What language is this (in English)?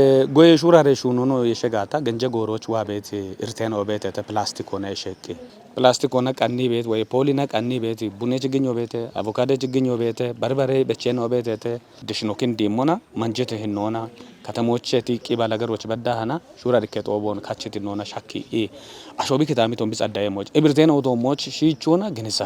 Kafa